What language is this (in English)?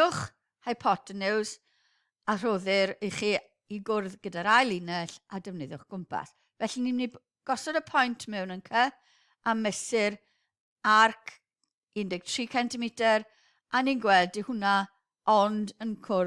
Welsh